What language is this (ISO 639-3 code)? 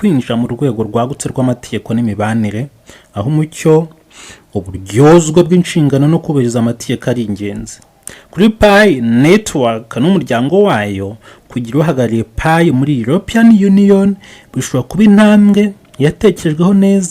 kin